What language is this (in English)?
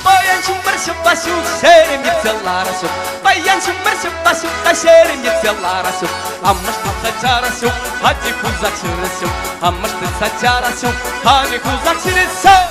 Chuvash